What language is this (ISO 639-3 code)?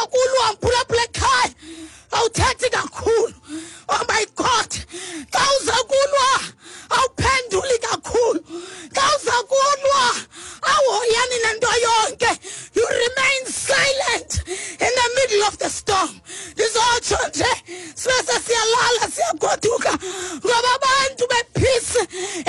xho